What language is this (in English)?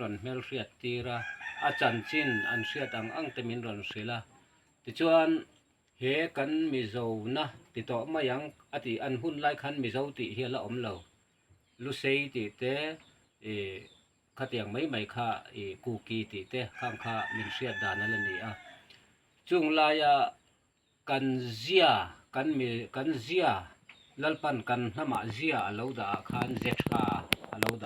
Mizo